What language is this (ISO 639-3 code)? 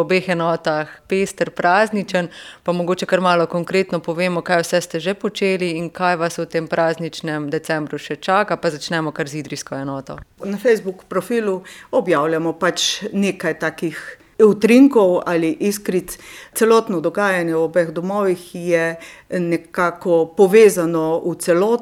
slv